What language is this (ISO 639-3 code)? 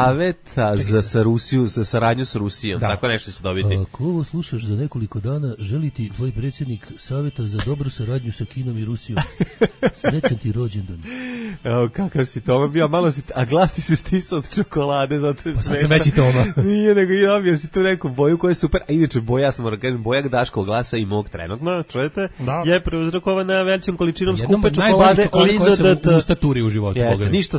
srp